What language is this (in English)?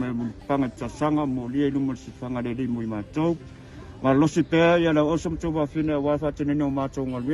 Samoan